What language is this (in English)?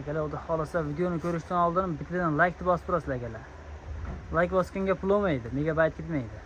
Uzbek